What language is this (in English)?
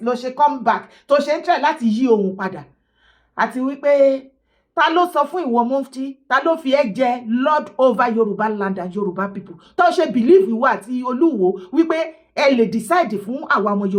Yoruba